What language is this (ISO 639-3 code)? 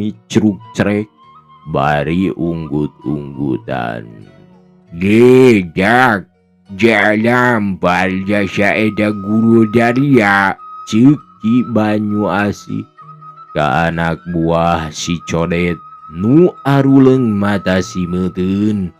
sun